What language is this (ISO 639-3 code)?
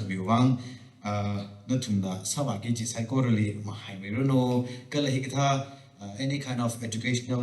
nmf